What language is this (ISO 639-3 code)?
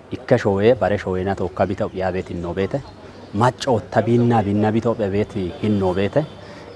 kbr